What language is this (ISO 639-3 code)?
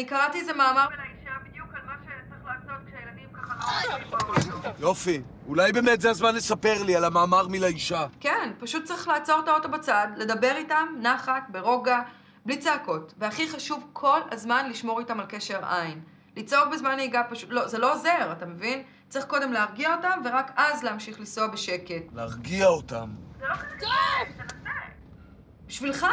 heb